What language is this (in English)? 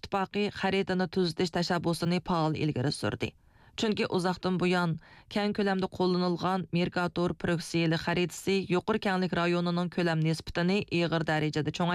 Uyghur